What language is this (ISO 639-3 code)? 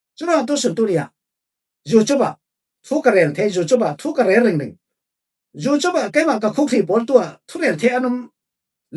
cfm